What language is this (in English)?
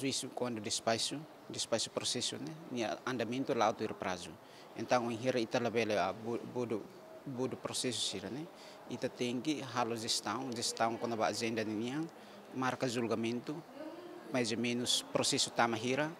Tetum